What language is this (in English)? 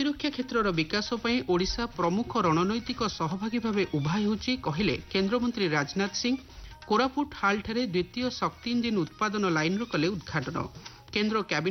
Odia